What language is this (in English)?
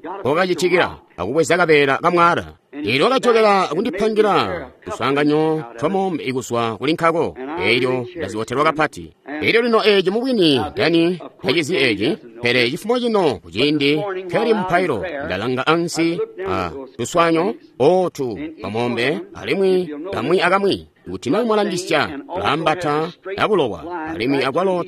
Tonga (Zambia)